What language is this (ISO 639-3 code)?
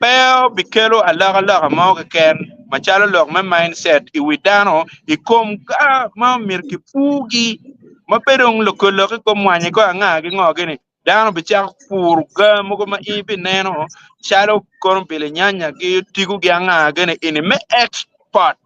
ach